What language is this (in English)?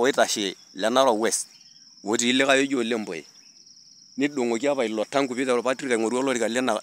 Masai